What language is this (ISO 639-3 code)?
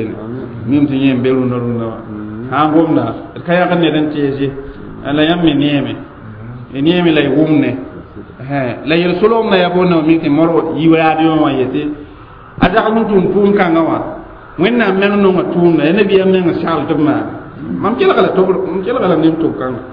mos